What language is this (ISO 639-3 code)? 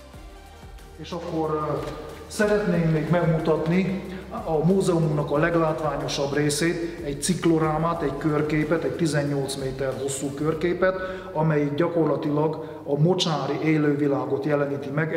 hun